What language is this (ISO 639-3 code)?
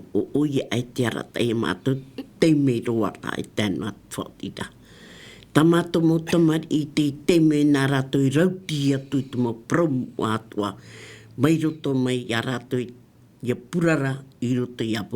tah